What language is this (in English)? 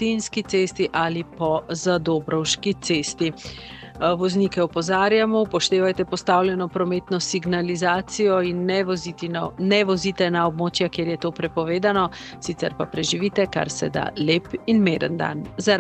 Slovenian